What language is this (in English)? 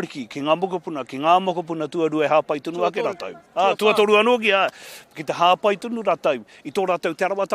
Māori